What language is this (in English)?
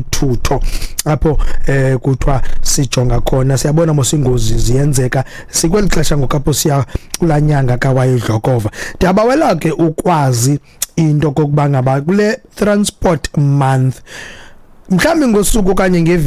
Xhosa